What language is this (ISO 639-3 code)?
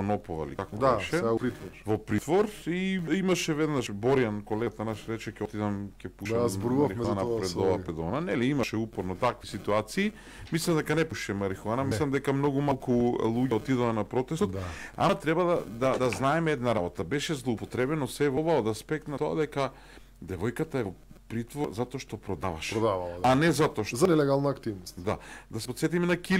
mkd